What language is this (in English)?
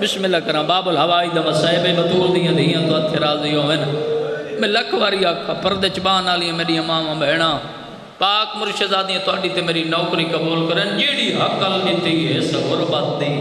Saraiki